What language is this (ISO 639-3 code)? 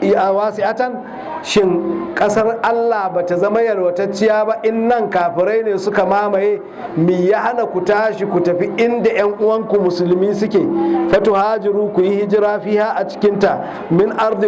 hau